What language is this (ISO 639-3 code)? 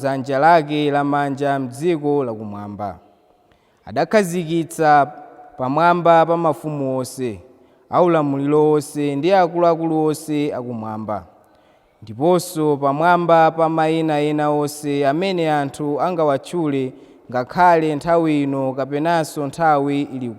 nya